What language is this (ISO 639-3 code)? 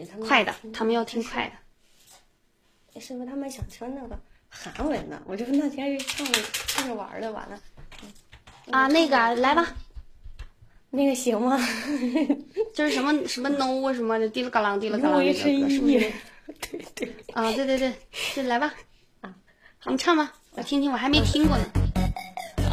zho